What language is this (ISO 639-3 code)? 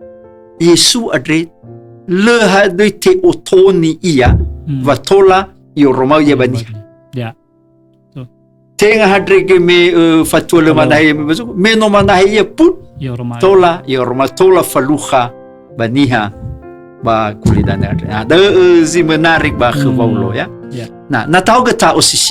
nia